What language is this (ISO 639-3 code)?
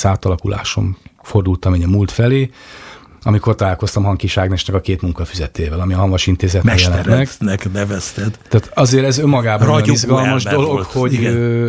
hun